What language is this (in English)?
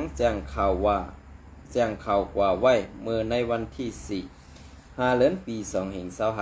Shan